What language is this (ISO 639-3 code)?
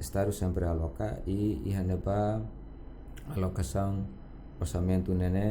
tet